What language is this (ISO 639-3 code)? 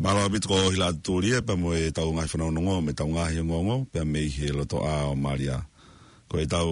ton